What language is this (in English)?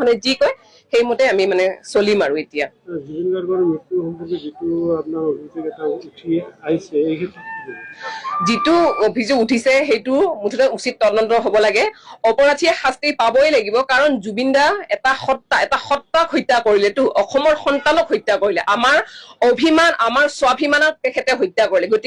Assamese